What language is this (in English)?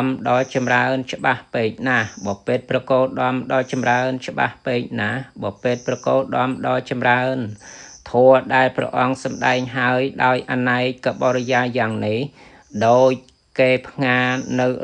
Khmer